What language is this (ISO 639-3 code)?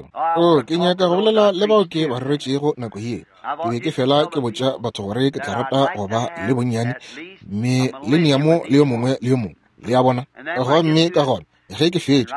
nso